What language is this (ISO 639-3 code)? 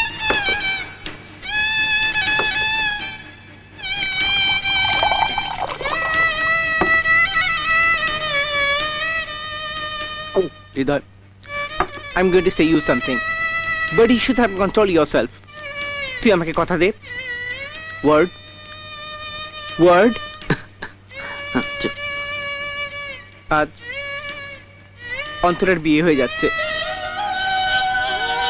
ben